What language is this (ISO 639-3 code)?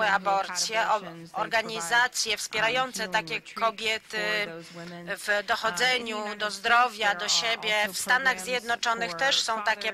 pol